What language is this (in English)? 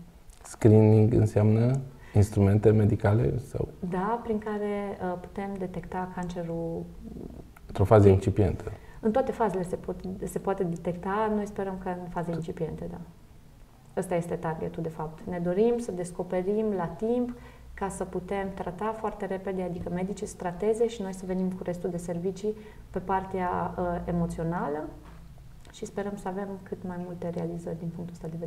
Romanian